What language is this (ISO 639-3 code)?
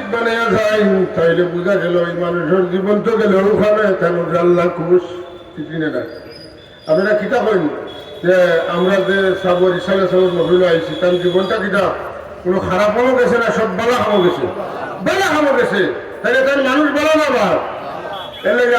syl